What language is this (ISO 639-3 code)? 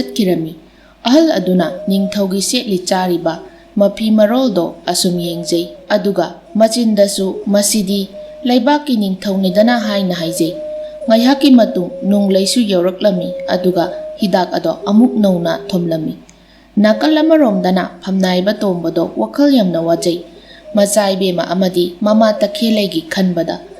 mni